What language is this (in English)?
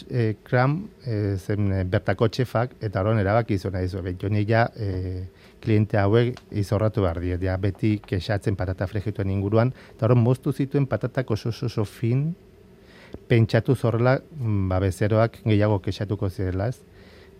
Basque